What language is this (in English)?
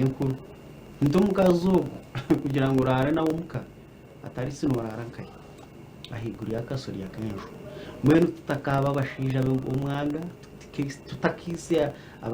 Nyankole